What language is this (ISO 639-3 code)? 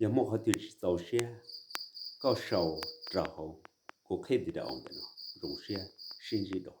hmn